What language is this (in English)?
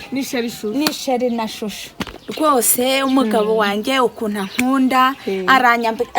Kinyarwanda